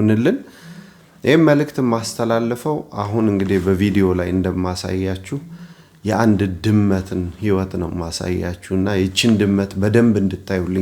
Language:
Amharic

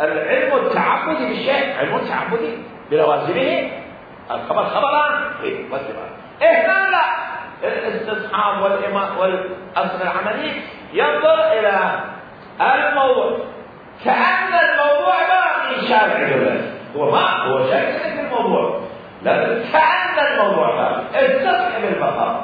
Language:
Mesopotamian Arabic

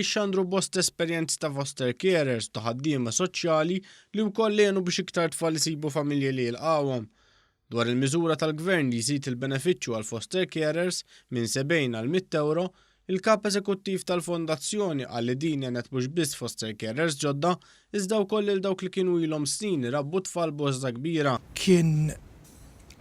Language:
Maltese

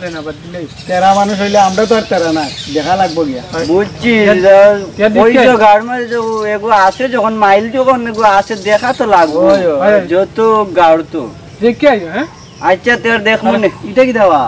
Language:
Sylheti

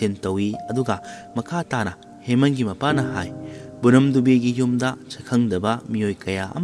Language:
Manipuri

